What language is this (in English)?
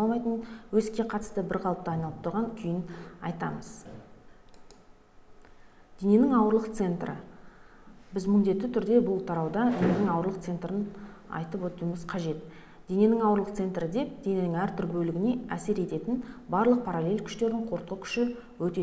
Kazakh